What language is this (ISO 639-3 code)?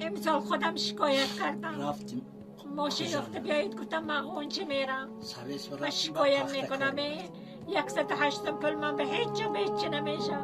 tgk